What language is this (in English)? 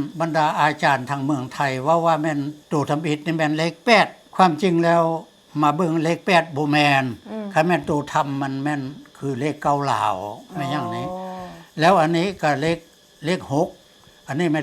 Lao